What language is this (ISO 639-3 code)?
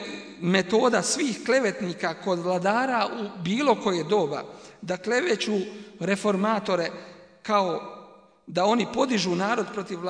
bos